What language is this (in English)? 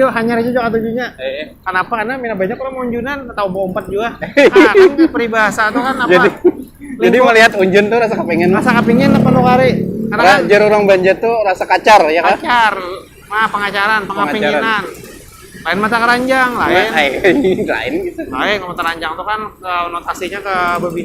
Banjar